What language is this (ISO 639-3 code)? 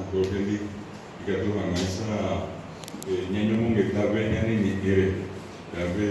grn